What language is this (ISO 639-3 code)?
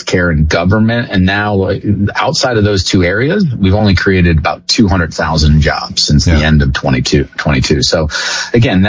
eng